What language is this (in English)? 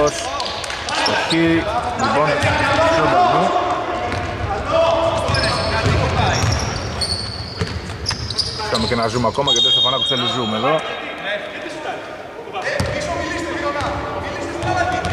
Greek